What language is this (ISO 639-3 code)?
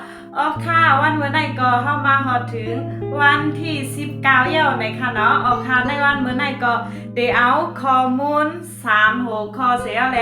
shn